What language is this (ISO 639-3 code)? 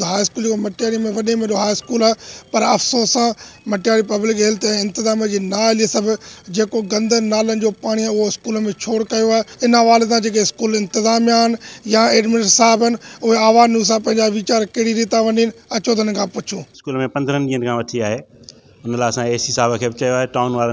snd